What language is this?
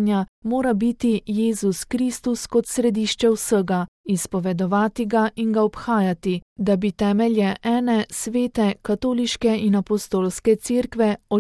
Slovenian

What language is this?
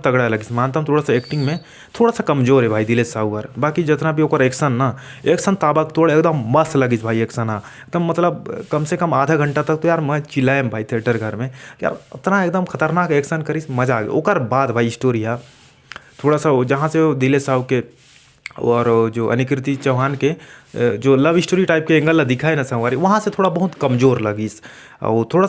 Chhattisgarhi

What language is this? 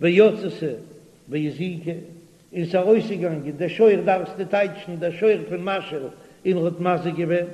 Yiddish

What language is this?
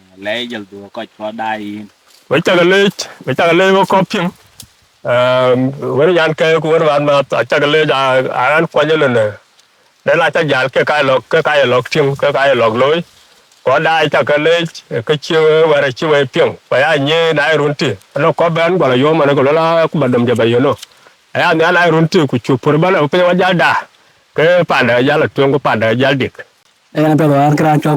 Dinka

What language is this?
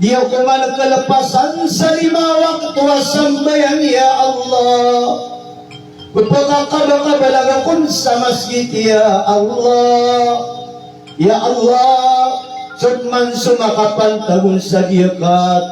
Maranao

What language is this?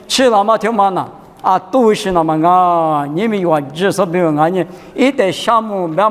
Lisu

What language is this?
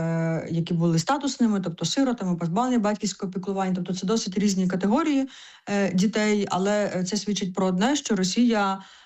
Ukrainian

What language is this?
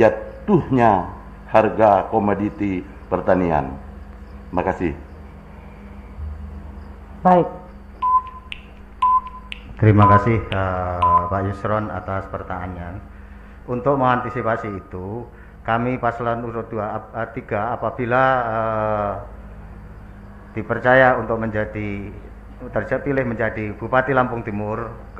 Indonesian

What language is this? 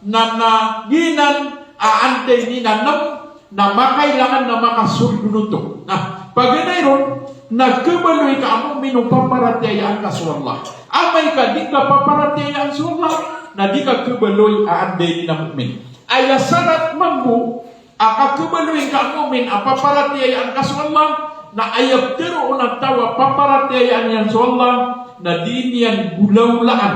Maranao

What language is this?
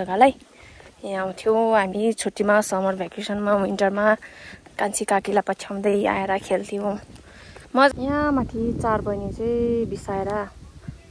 Nepali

